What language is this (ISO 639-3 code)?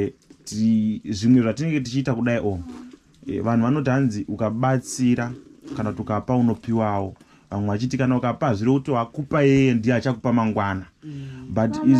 sna